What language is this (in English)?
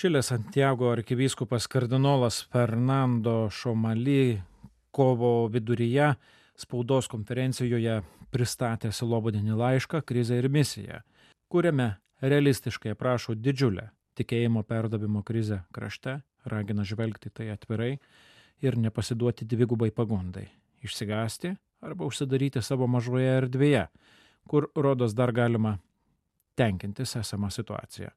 Lithuanian